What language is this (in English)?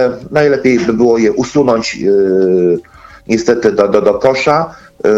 Polish